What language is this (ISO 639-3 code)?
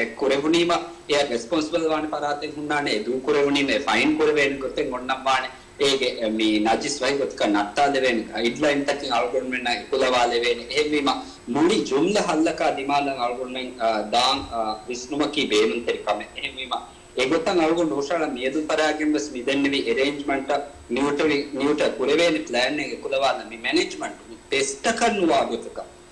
div